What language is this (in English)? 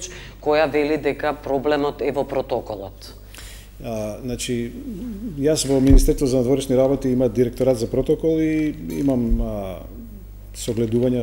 Macedonian